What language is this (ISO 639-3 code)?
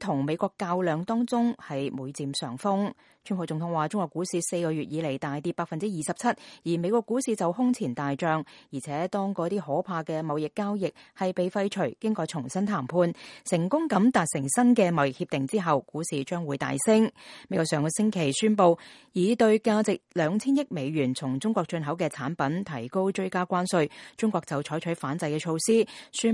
yue